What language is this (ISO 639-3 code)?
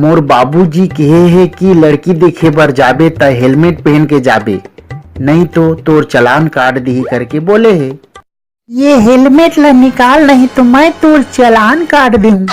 hne